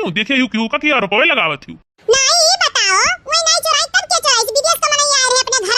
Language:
Awadhi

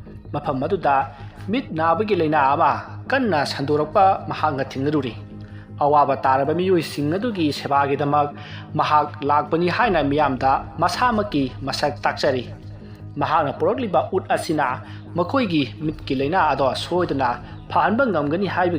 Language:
Manipuri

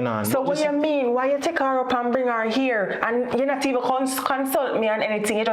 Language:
Jamaican Creole English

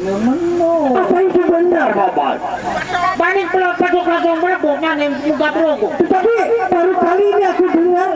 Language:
Sasak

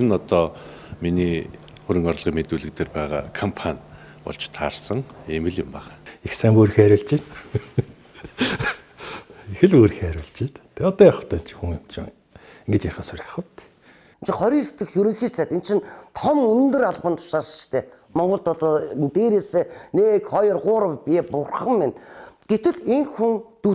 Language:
Mongolian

